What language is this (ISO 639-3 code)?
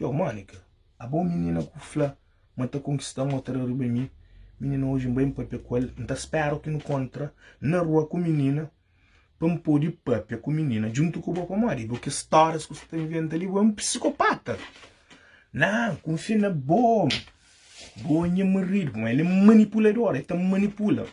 kea